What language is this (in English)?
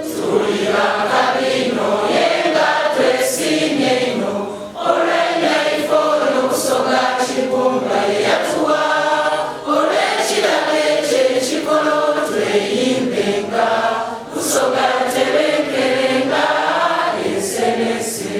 Soga